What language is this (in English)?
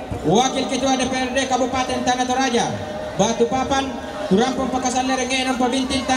Toraja-Sa'dan